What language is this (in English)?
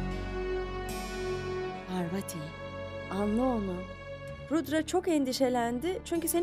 Turkish